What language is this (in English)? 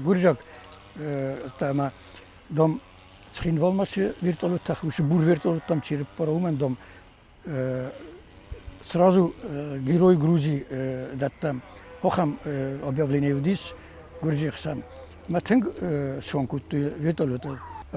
Ossetic